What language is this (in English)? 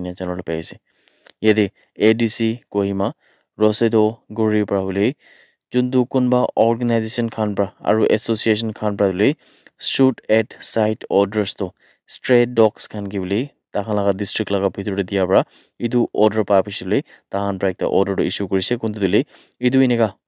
Naga Pidgin